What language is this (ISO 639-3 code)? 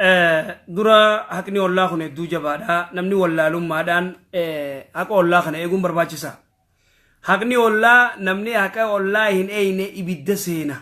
orm